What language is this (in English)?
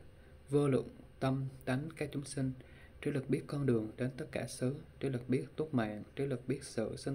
Vietnamese